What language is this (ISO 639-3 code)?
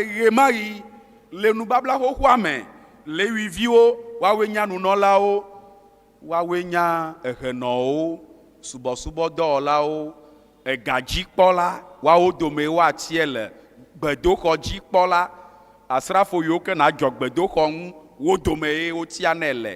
ewe